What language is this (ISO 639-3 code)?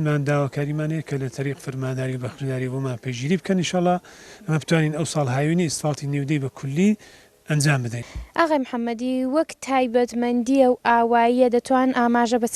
ckb